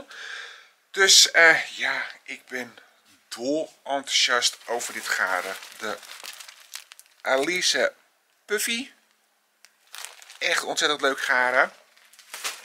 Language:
Dutch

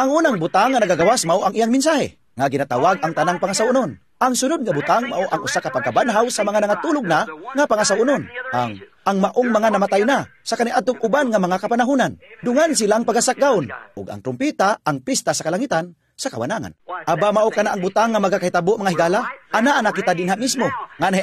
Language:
Cebuano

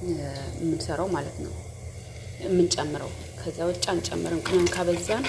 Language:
Amharic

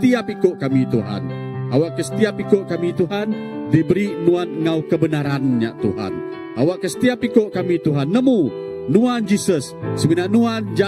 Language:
Iban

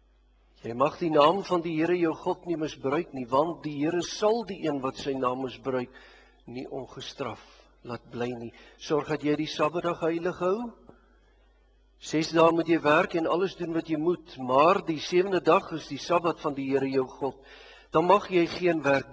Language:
Afrikaans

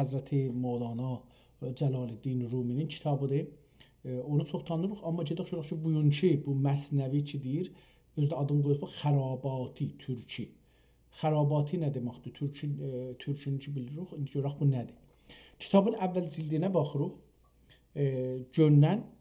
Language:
South Azerbaijani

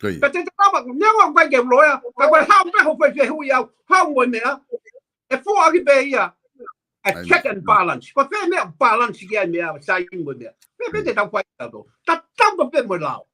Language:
Tongan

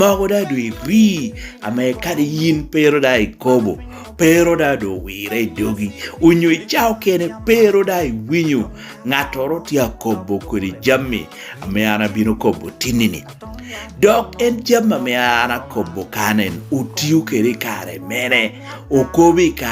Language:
Lango (Uganda)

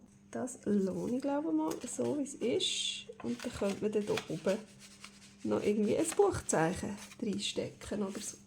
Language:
Swiss German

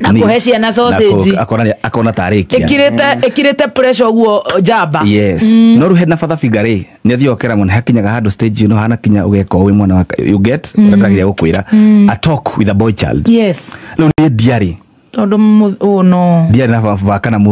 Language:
Kikuyu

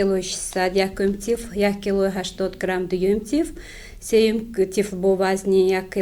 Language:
Tajik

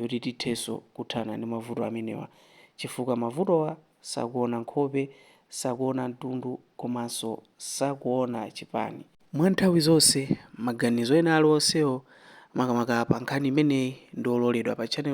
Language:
Nyanja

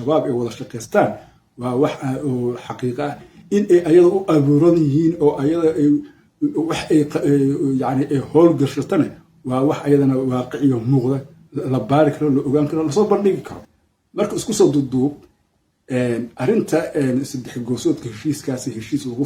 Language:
Somali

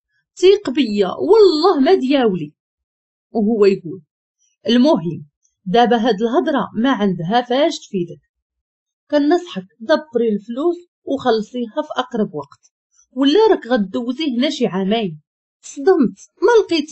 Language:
Moroccan Arabic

